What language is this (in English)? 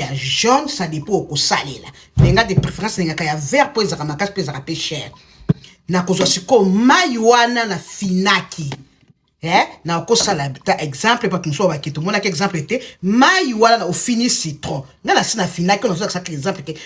Lingala